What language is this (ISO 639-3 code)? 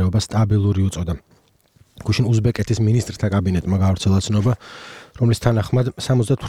kat